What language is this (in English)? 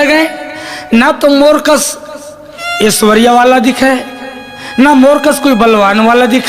Chhattisgarhi